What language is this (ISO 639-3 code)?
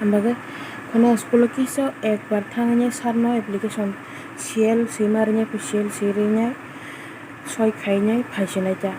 trp